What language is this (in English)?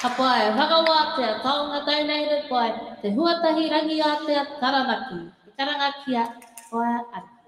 Māori